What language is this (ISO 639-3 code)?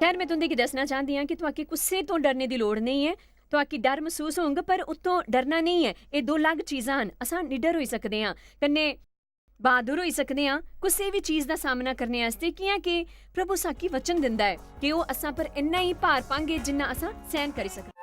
doi